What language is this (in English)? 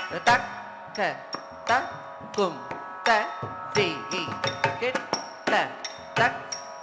Tamil